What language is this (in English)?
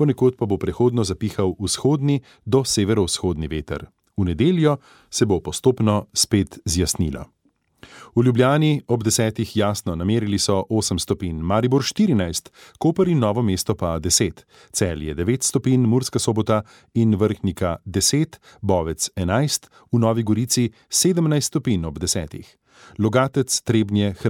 Slovenian